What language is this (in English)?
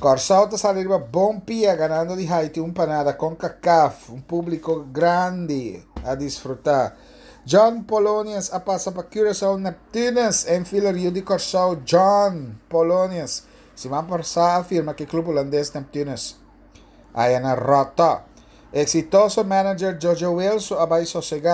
Papiamento